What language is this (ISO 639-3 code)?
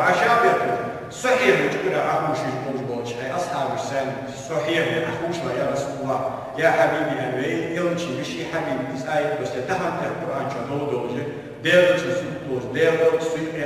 inh